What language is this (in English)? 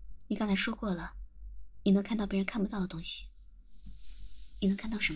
Chinese